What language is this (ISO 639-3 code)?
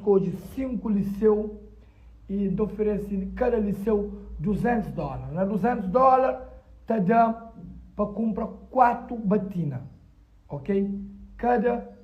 kea